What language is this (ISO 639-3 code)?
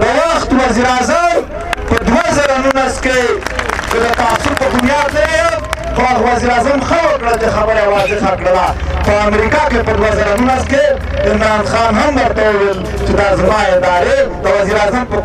pus